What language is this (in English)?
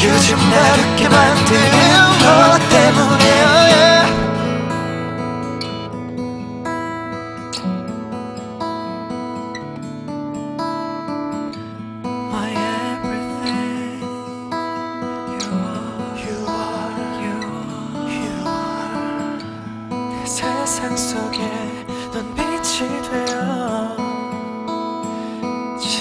Korean